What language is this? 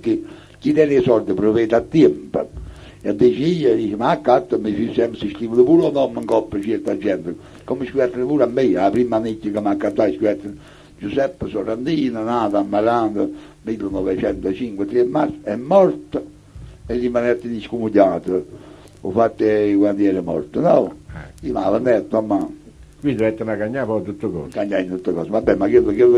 Neapolitan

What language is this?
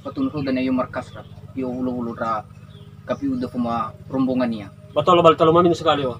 Nias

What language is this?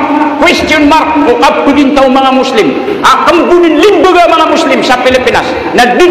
Maranao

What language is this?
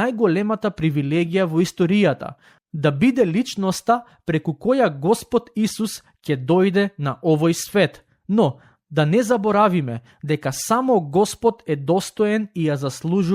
Macedonian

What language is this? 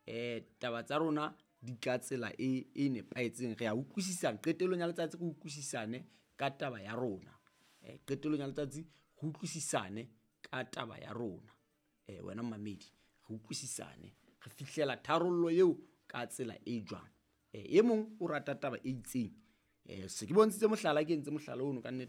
Southern Sotho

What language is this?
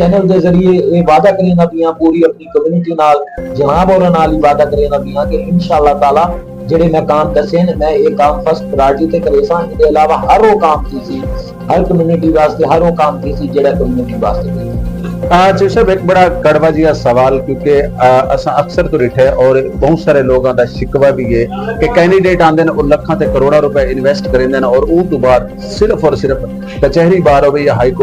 Saraiki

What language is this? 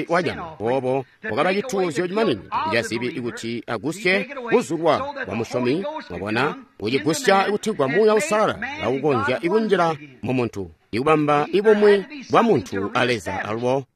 Tonga (Zambia)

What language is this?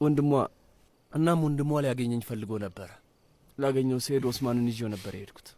Amharic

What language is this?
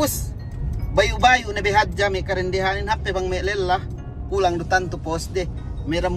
Yakan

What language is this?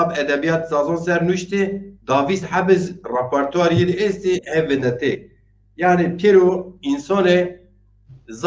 Zaza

